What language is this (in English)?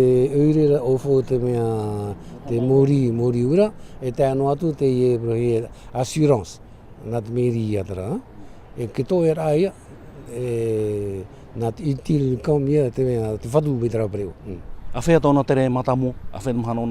Tahitian